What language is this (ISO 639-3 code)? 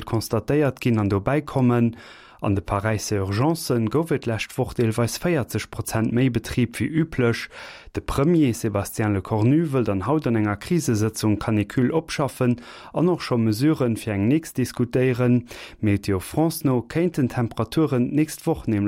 ltz